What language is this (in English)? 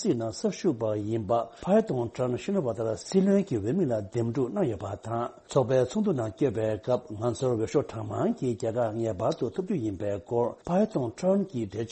Tibetan